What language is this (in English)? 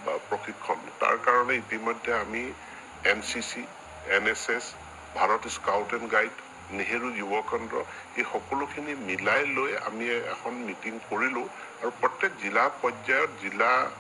Assamese